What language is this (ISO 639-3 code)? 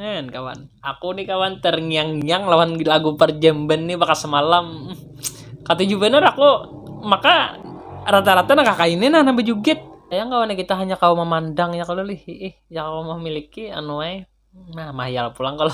bjn